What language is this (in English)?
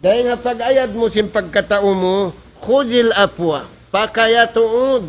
Tausug